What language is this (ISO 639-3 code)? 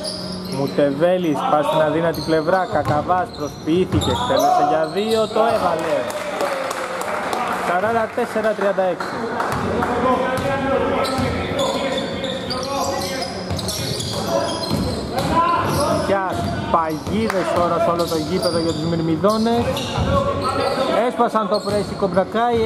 ell